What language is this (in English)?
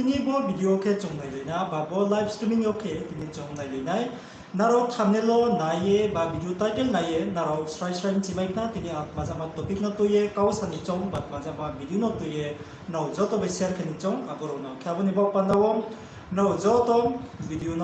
Riang (India)